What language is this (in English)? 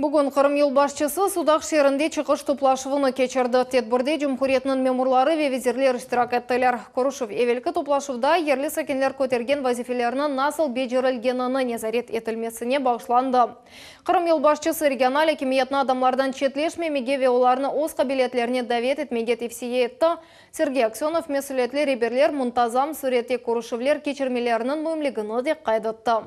Crimean Tatar